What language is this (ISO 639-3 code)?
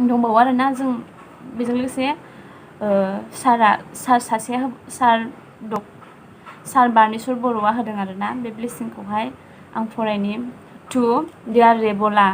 brx